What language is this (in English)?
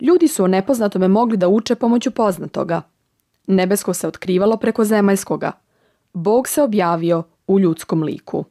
Serbian